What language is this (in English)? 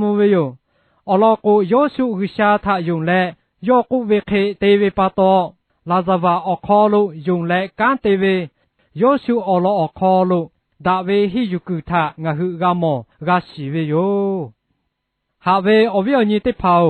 Lahu